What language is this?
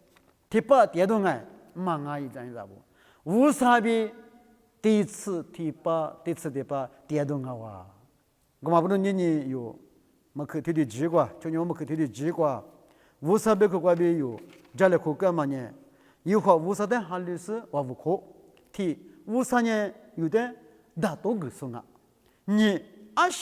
Lisu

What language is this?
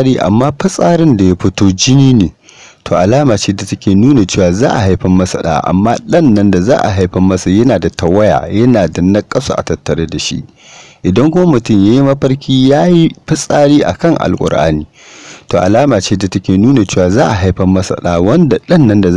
Hausa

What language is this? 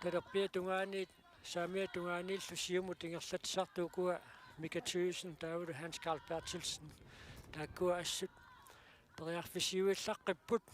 Kalaallisut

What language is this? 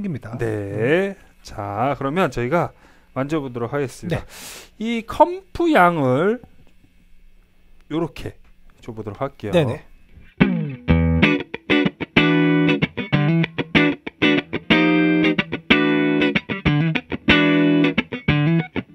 Korean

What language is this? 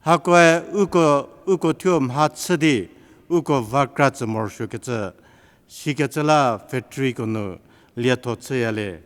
Angami Naga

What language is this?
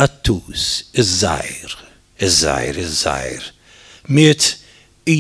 Maltese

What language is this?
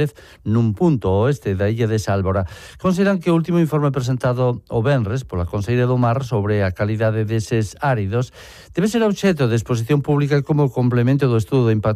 Galician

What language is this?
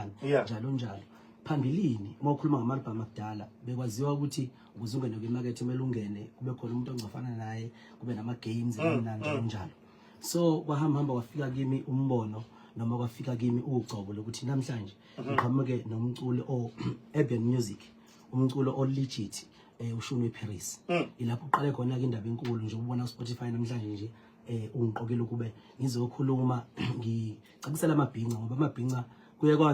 Zulu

